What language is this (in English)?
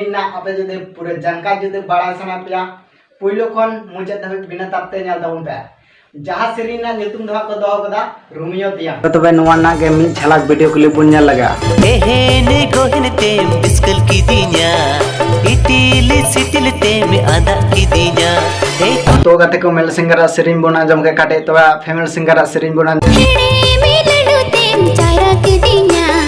Santali